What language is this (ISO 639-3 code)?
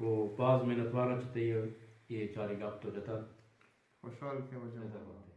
bgp